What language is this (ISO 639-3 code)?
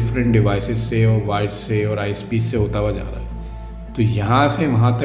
urd